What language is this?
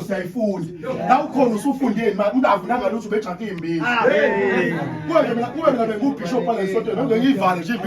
Zulu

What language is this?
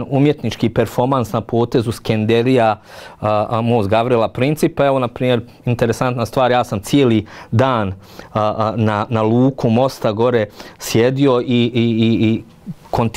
Bosnian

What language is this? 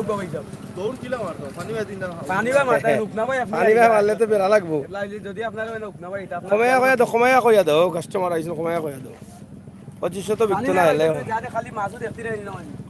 Sylheti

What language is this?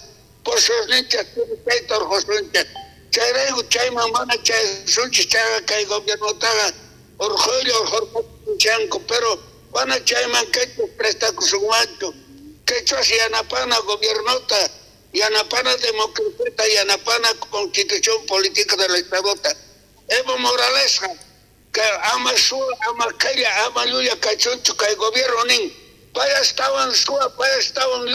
South Bolivian Quechua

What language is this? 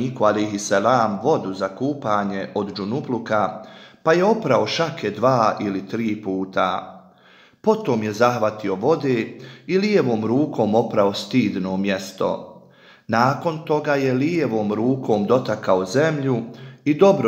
Bosnian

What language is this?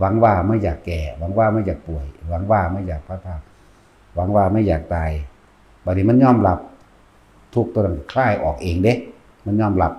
Northeastern Thai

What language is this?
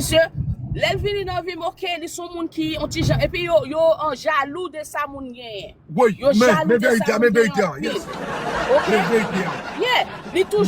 Haitian Creole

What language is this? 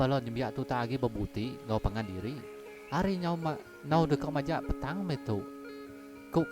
Iban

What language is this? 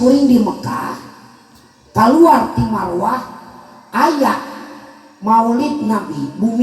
Sundanese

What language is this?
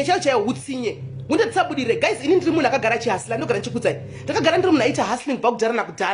Shona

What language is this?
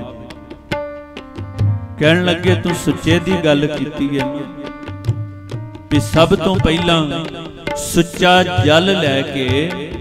Punjabi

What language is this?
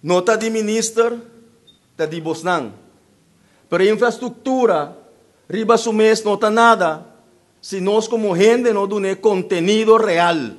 Papiamento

